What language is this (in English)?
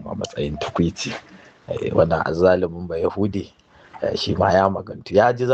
Hausa